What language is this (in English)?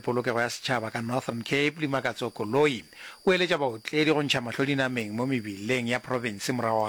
Northern Sotho